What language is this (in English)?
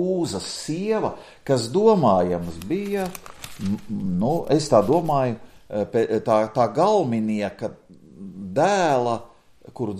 Latvian